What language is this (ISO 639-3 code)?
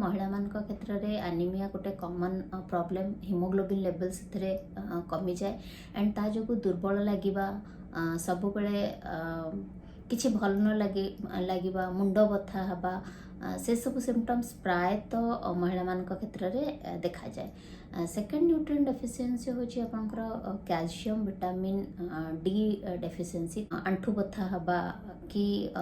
ori